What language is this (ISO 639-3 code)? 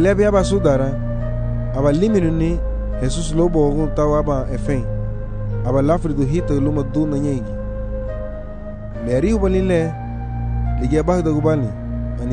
cab